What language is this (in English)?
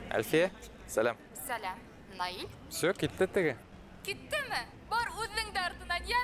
Bashkir